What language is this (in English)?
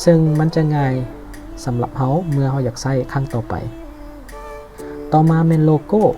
Lao